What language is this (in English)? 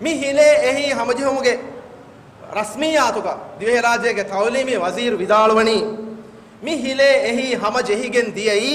Divehi